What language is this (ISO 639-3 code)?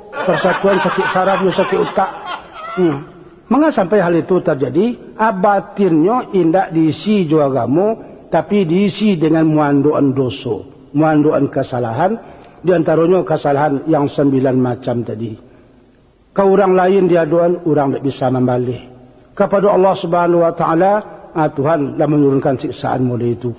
min